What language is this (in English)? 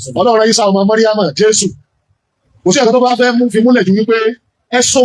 Yoruba